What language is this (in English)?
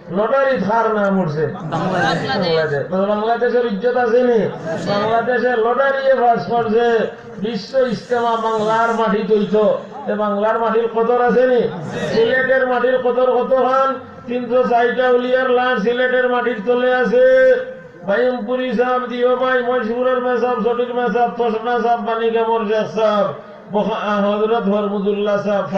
Sylheti